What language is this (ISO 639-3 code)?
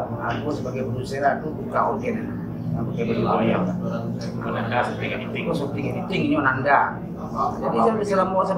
min